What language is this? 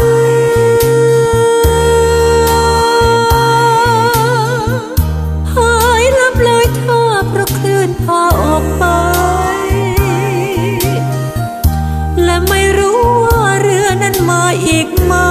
Thai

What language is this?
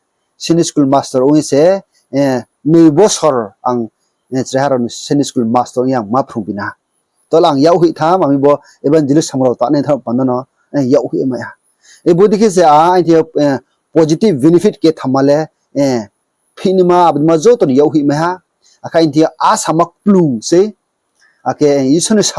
Riang (India)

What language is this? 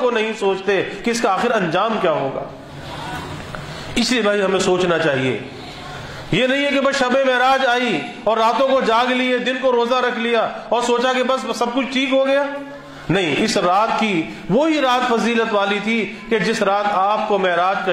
Urdu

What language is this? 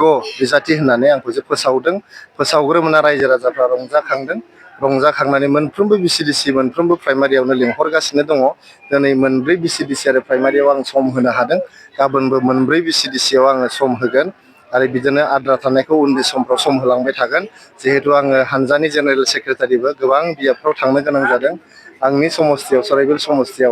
Bodo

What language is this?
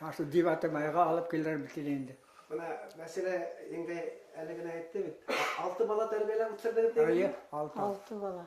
Bashkir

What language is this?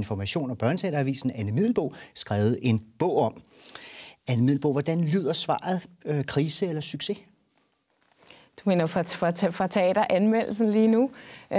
Danish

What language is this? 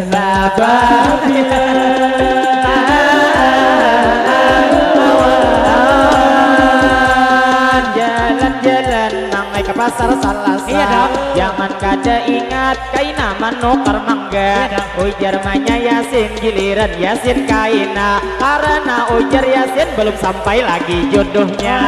Banjar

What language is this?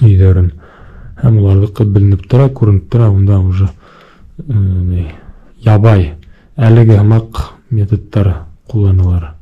Bashkir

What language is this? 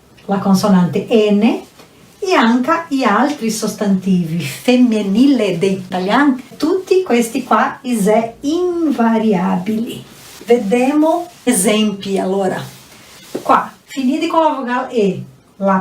Venetian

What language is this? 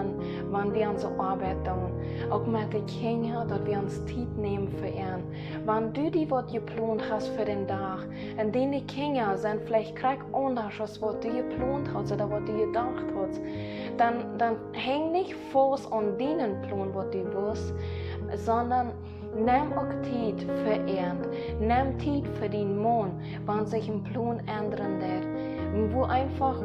Plautdietsch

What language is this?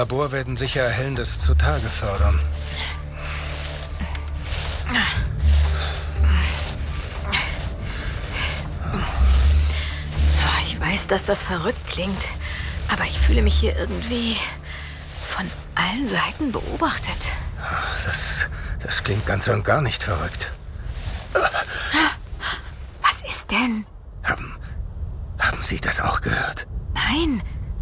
German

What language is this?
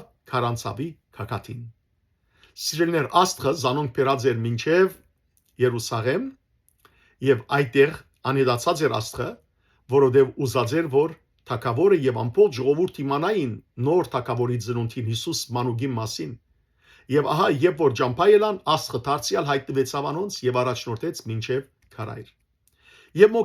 Western Armenian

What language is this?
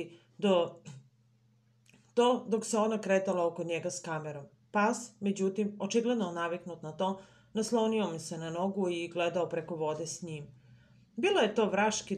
Serbian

